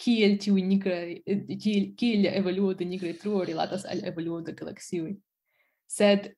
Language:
Esperanto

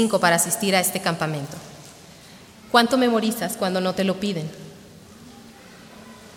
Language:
Spanish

